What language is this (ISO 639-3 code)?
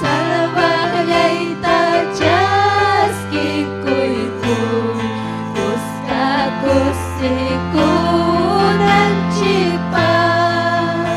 quy